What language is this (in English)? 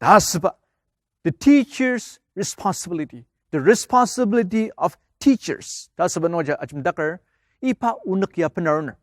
Ao Naga